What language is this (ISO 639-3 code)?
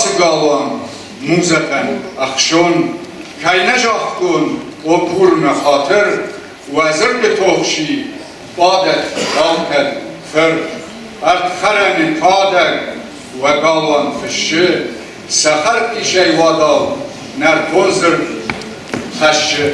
oss